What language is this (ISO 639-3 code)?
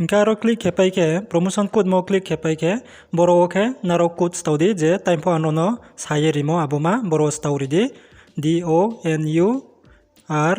ria